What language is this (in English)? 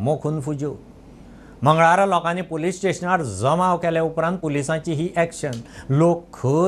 Konkani